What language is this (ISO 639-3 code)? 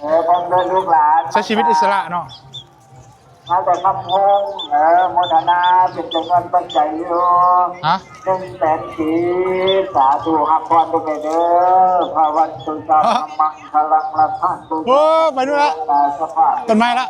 lao